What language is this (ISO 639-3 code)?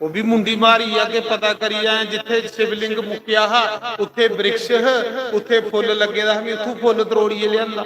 doi